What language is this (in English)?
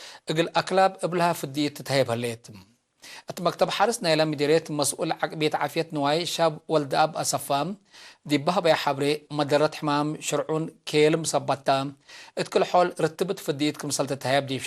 Tigre